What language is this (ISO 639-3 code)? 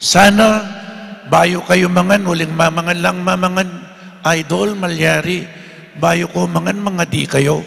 pam